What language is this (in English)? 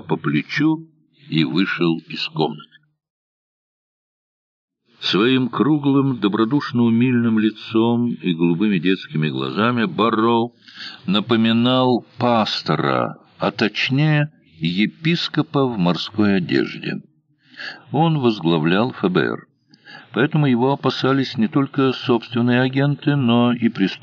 Russian